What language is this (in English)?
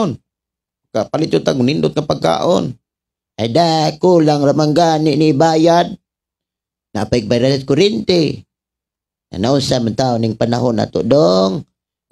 Cebuano